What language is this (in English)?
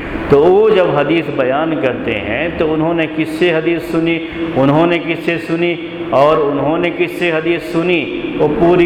Urdu